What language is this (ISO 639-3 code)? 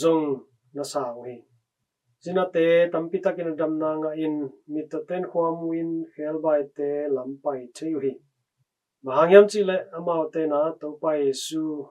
ctd